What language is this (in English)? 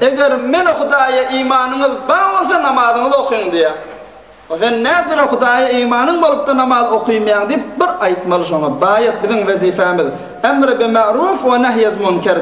Turkmen